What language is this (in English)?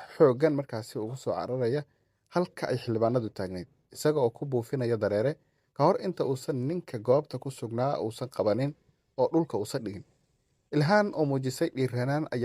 Somali